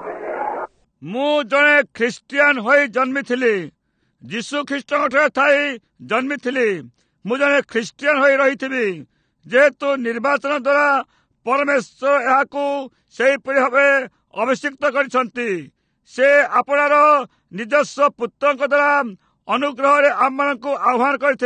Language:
Odia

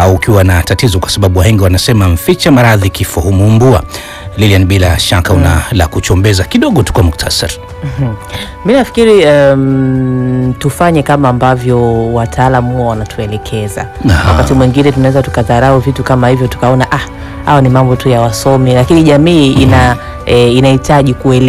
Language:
Swahili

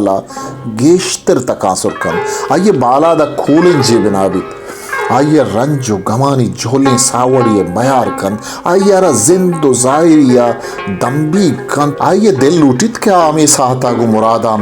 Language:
Baluchi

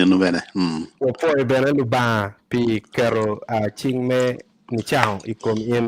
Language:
Acoli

